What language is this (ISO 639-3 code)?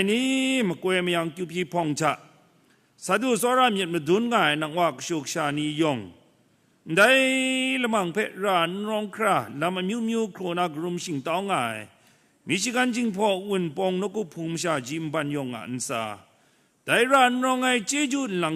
kac